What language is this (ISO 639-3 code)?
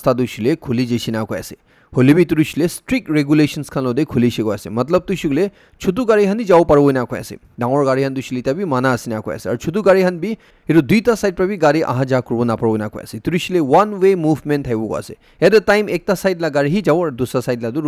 nag